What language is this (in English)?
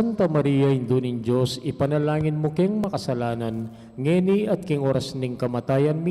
Pampanga